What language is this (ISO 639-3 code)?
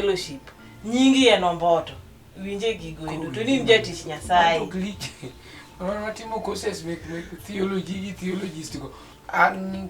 luo